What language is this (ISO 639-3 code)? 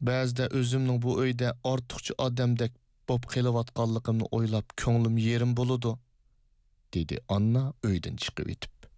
uig